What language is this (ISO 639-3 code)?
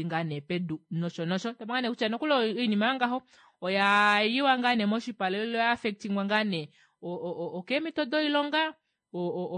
kua